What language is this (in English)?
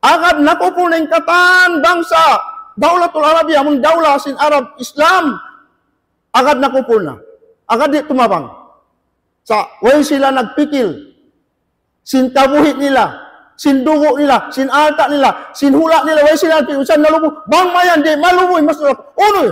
Tausug